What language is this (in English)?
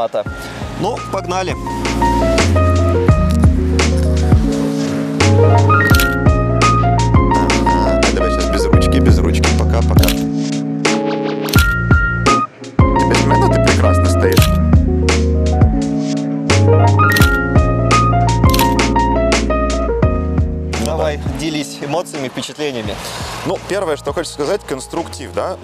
Russian